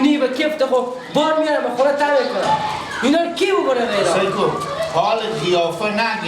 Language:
Persian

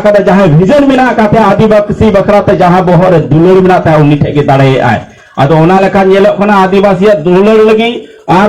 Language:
Santali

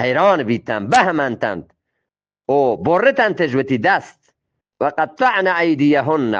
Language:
Eastern Balochi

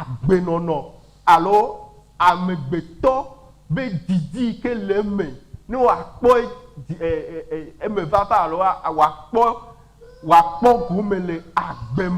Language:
Ewe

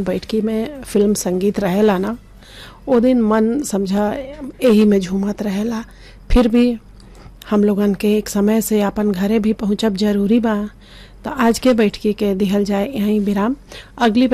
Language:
Bhojpuri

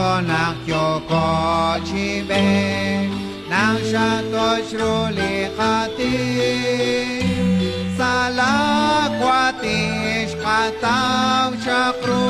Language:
Kekchí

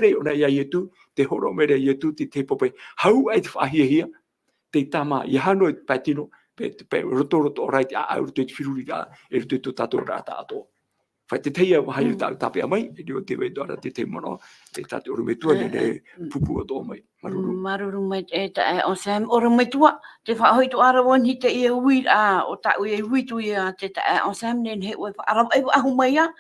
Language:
Tahitian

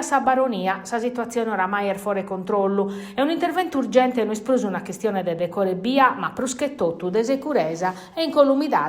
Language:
Sardinian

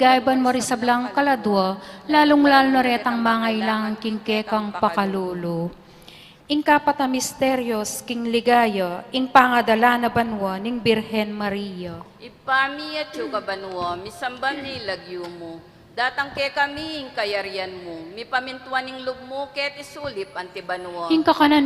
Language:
Pampanga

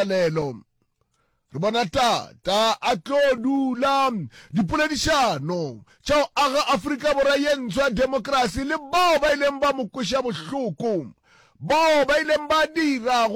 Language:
Northern Sotho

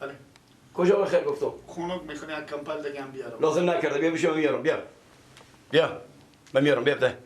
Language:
Persian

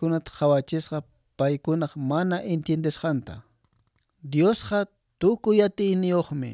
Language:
Quechua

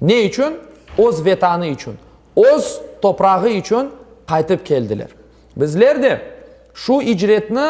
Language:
Crimean Tatar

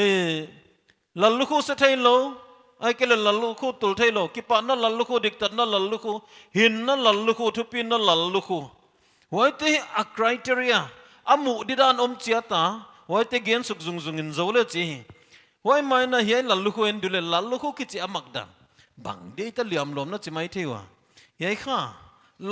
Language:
Paite Chin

